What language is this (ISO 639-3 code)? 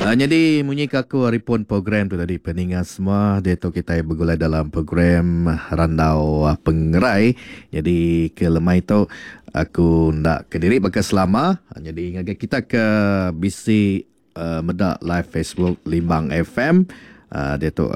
iba